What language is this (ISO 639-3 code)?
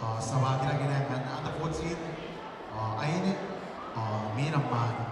gil